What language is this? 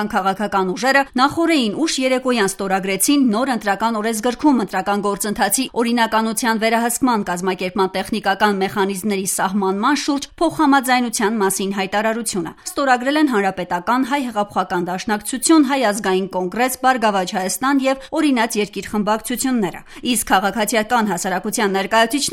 Armenian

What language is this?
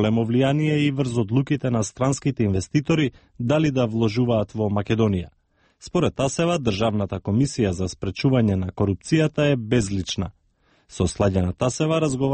Macedonian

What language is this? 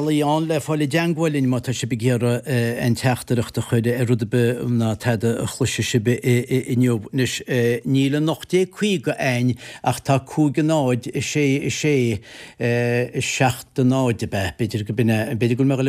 Irish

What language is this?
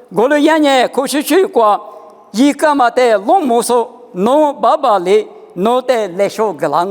Lisu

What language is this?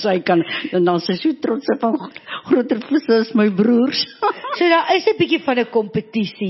Afrikaans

